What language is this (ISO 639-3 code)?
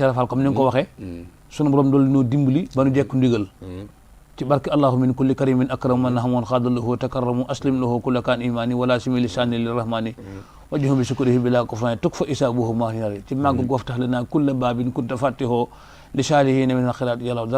wol